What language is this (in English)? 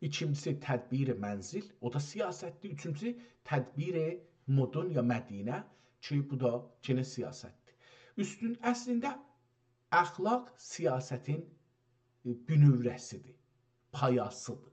South Azerbaijani